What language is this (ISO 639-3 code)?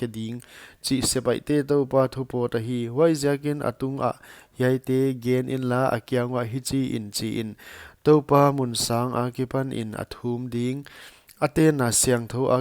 pck